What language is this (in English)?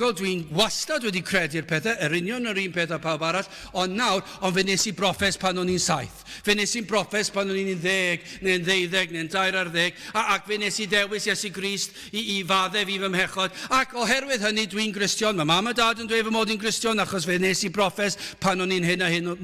Welsh